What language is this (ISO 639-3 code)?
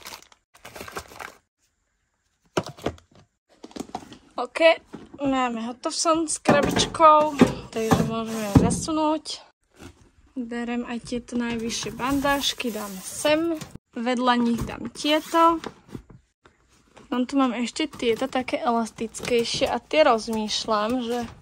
slk